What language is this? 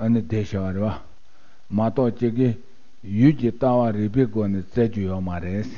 Tibetan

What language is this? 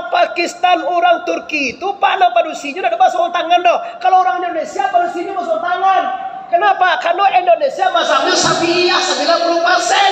Minangkabau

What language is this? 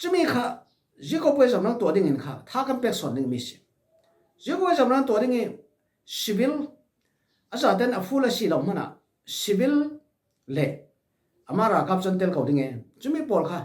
Falam Chin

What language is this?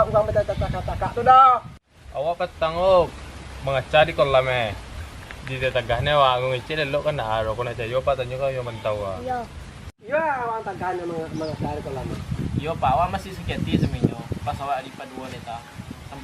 Minangkabau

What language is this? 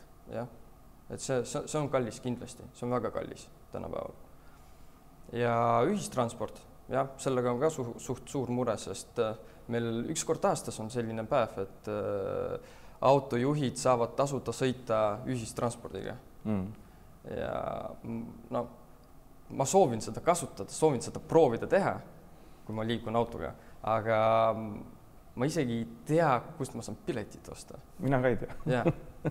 Estonian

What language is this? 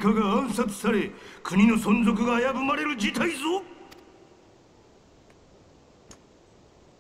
Japanese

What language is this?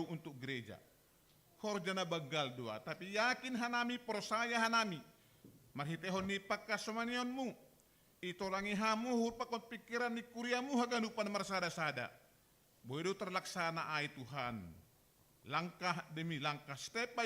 Batak Simalungun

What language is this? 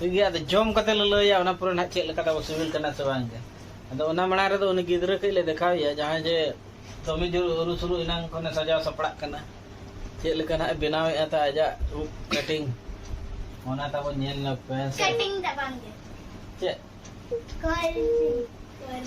Santali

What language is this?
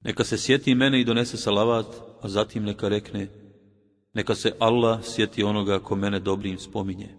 Bosnian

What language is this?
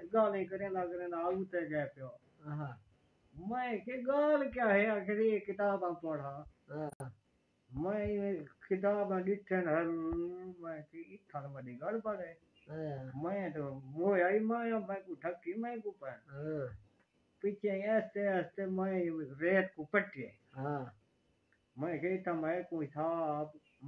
Saraiki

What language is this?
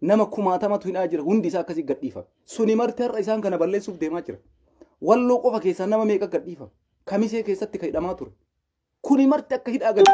Oromo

